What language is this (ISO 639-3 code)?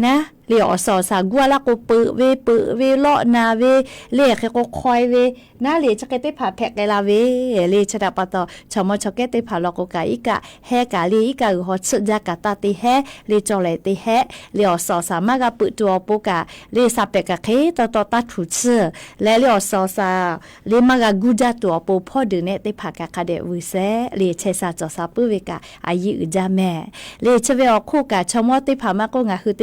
lhu